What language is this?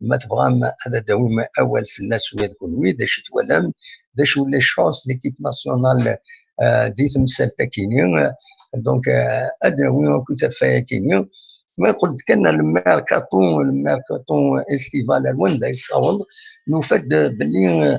Algerian Arabic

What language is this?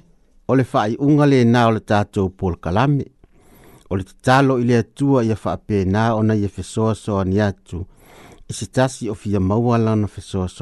Samoan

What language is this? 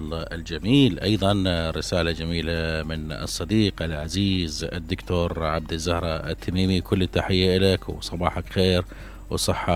Mesopotamian Arabic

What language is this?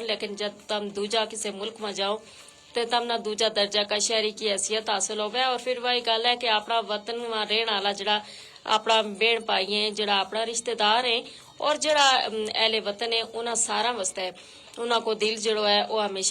Gujari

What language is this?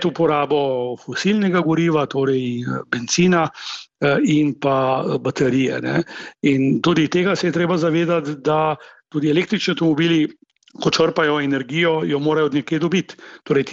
Slovenian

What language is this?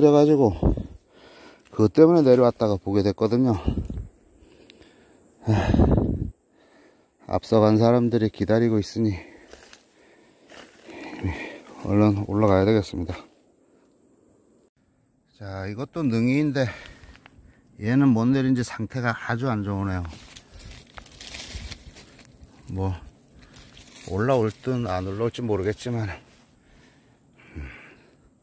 Korean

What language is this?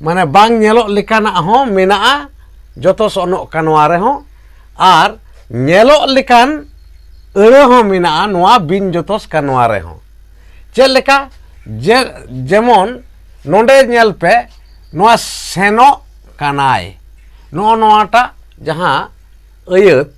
Santali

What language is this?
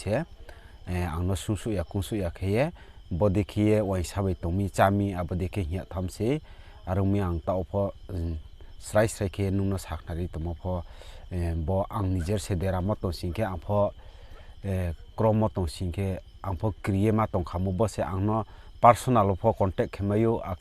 Riang (India)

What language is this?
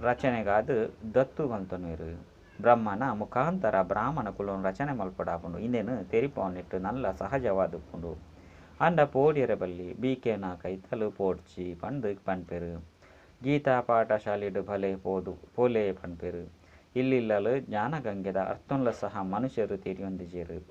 Tulu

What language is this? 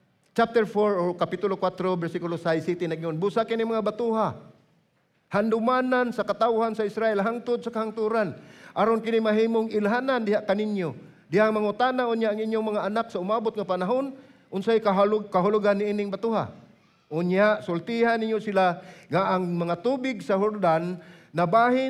Cebuano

